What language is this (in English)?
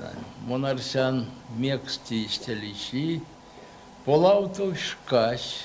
Erzya